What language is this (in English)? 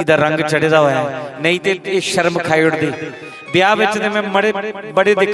Dogri